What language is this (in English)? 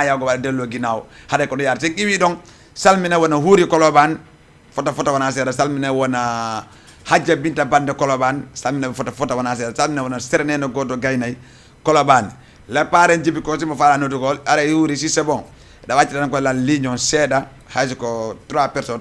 Fula